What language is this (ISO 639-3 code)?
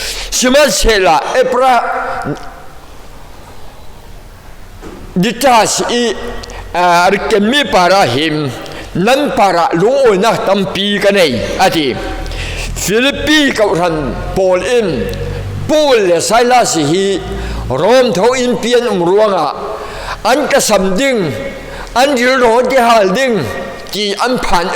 cfm